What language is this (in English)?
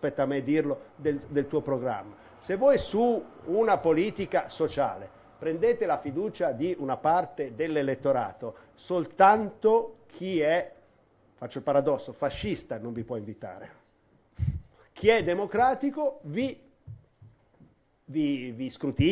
Italian